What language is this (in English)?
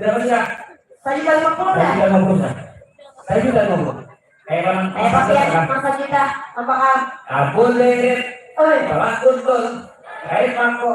Banjar